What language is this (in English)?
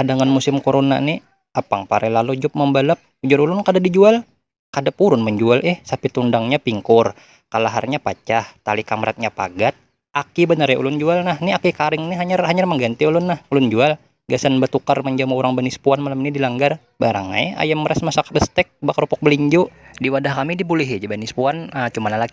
Banjar